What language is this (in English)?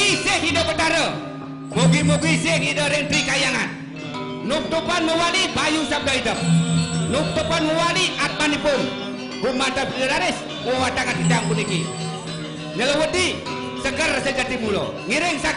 Balinese